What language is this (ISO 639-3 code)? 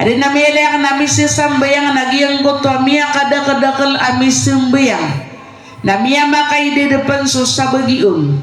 mrw